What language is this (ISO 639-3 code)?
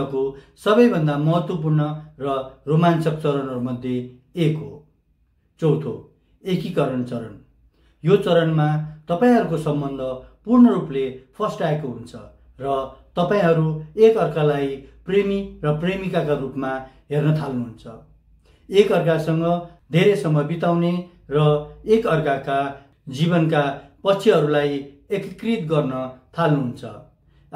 nep